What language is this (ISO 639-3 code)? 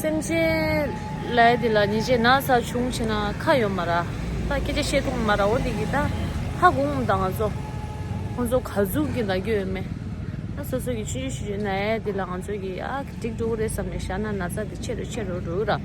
bod